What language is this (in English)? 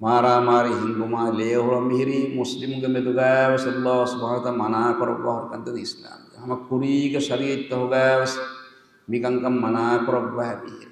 Divehi